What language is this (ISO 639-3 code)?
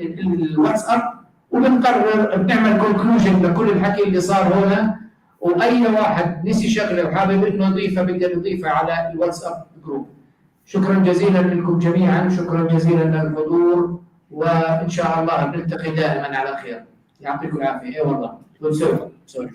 apc